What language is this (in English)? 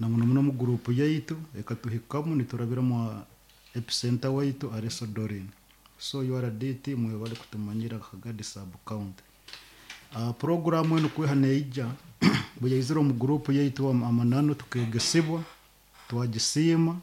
Nyoro